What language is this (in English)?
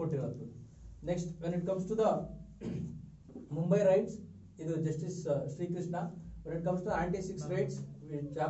Kannada